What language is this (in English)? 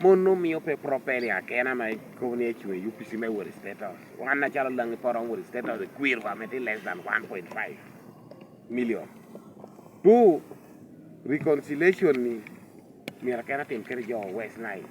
Lango (Uganda)